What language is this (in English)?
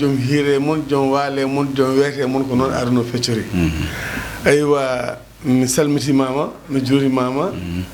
Fula